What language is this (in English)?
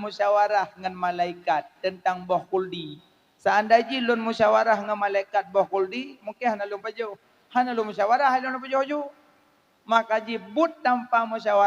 Achinese